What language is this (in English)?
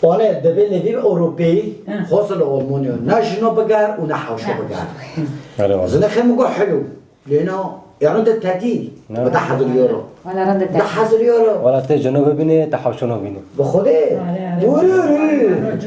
Kurdish